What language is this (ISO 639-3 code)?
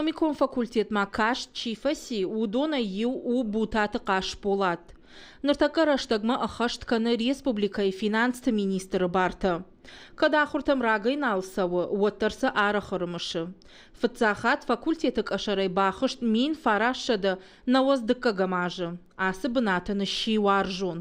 oss